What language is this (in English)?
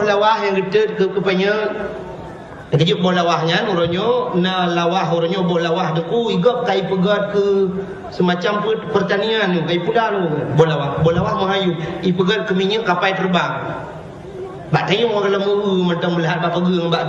Achinese